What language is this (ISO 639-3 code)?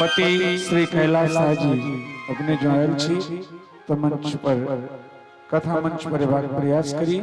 mai